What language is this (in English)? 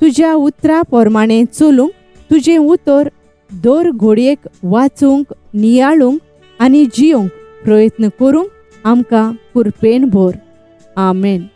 Konkani